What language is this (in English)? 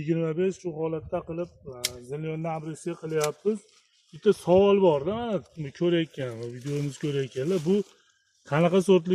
Uzbek